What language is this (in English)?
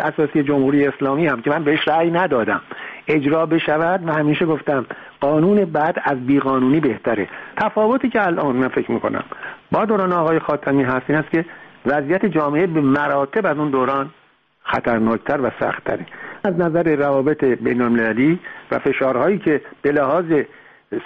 Persian